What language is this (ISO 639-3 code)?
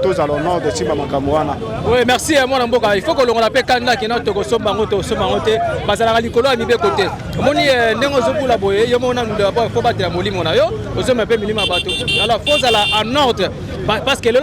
lin